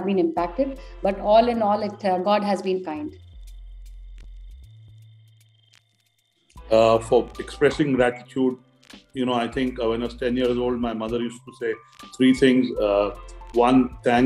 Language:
English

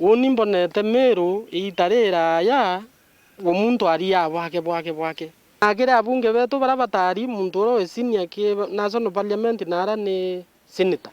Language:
Meru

